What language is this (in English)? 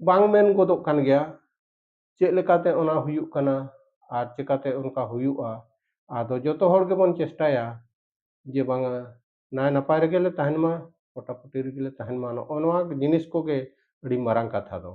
Santali